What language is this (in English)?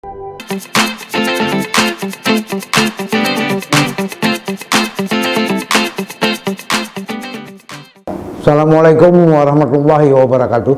Achinese